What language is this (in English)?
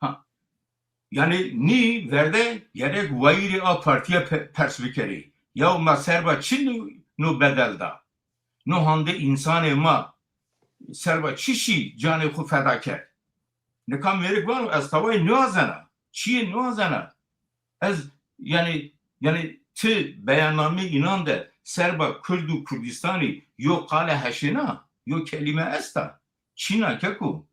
Zaza